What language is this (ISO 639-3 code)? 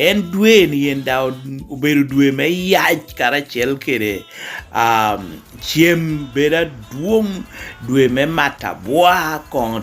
laj